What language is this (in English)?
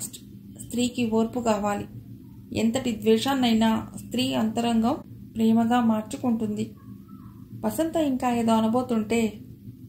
Telugu